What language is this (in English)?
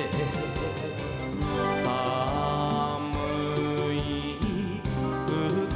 Japanese